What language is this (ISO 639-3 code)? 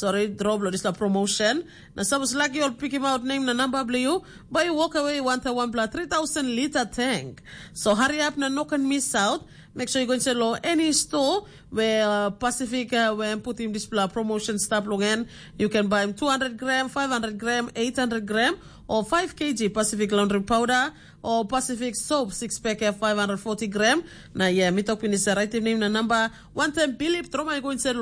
tpi